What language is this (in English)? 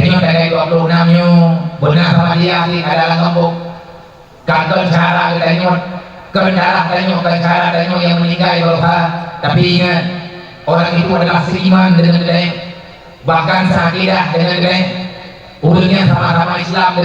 Achinese